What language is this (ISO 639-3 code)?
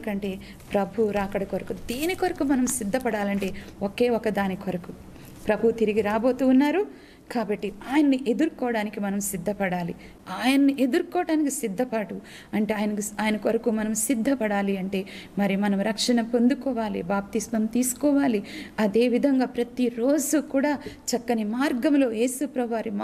tel